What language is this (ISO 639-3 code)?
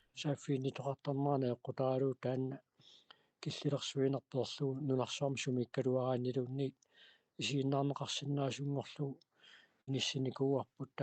kal